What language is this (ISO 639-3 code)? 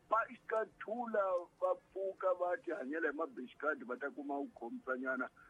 tso